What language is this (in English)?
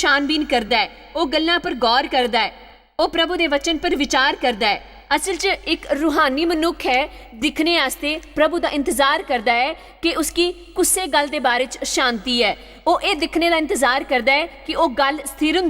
Dogri